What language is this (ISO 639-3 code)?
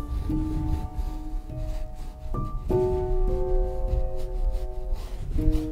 dan